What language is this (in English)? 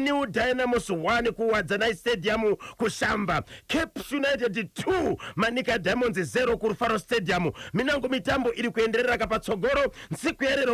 Shona